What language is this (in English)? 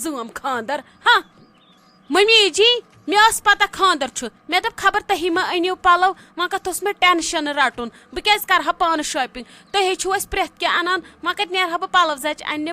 Kashmiri